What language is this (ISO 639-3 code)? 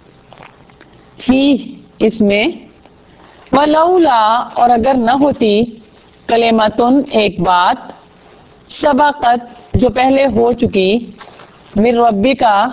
urd